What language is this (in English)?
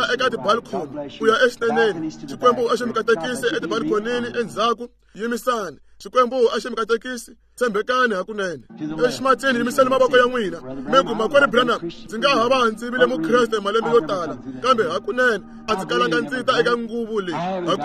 Tsonga